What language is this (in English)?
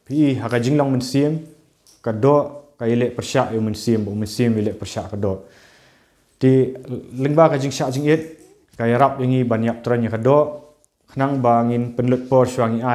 Khasi